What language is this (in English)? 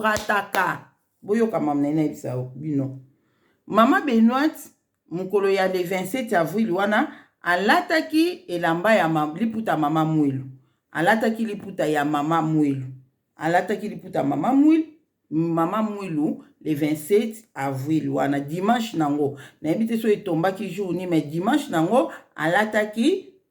Lingala